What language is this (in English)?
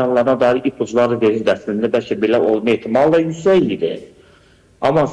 Azerbaijani